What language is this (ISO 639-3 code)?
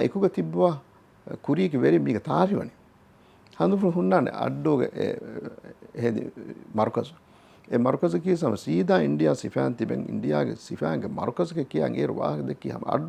div